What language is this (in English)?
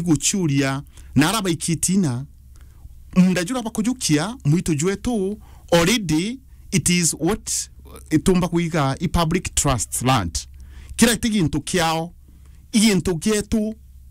Meru